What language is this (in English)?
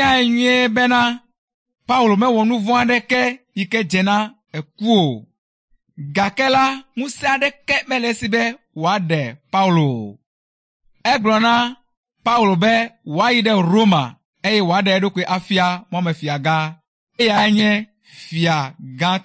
Ewe